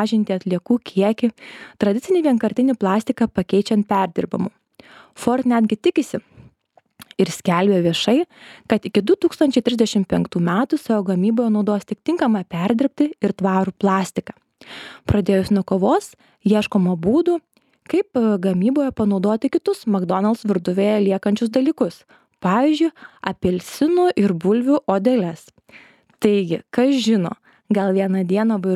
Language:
Lithuanian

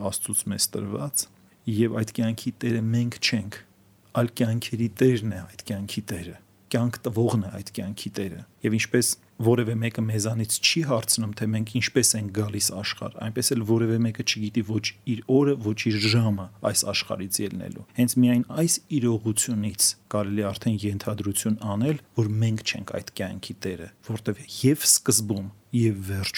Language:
Armenian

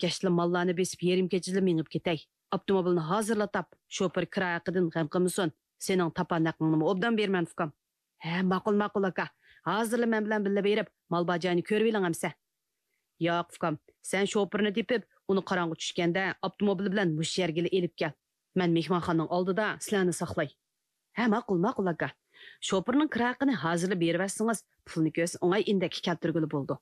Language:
Uyghur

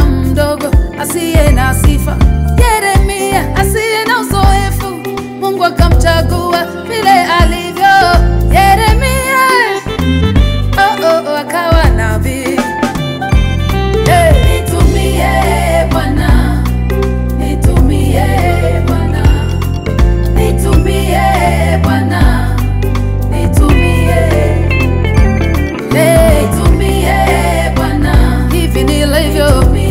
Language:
Swahili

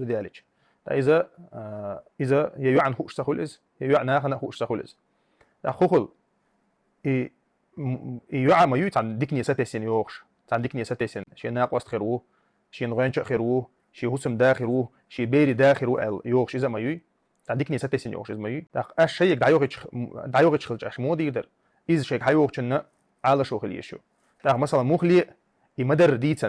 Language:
Chechen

